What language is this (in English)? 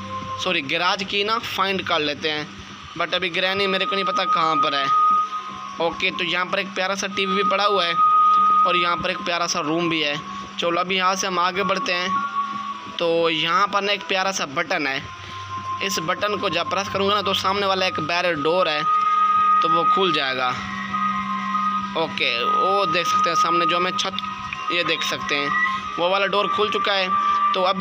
Hindi